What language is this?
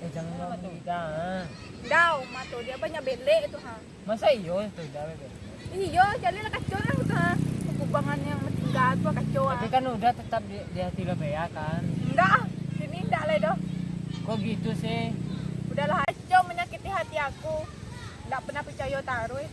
Minangkabau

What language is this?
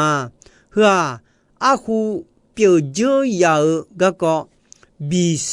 Akha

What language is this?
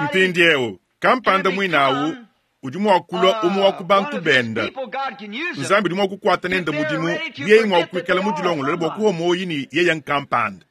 Luba-Lulua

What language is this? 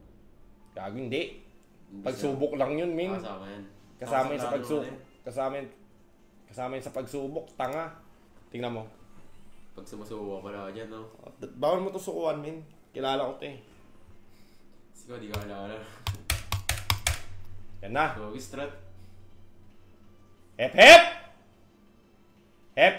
Filipino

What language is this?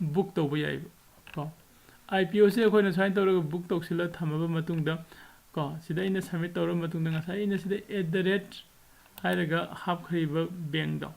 Manipuri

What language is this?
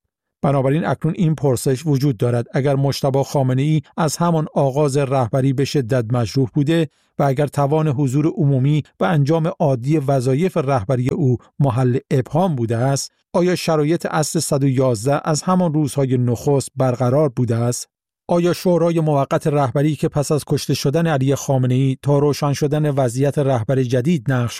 Persian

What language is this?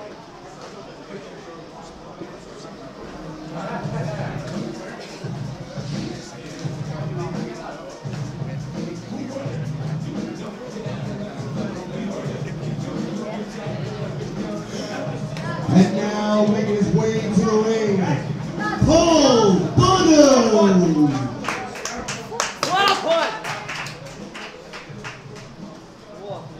English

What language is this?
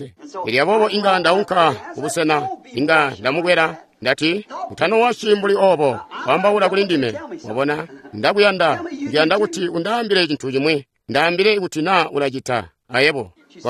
Tonga (Zambia)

